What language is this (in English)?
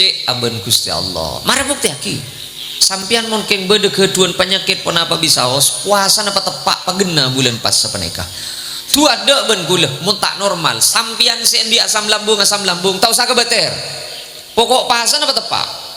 Madurese